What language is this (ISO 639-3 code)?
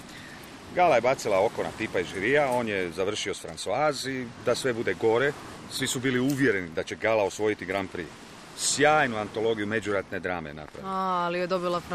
hrv